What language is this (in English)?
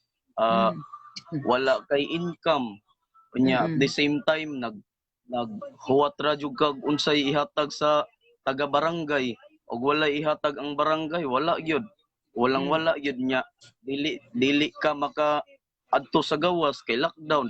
Cebuano